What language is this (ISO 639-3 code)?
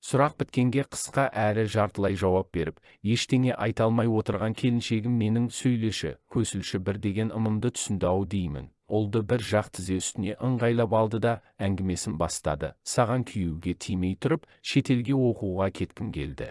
kaz